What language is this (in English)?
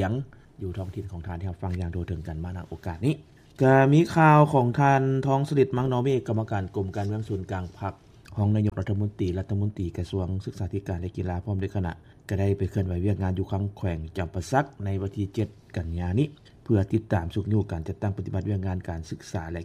Lao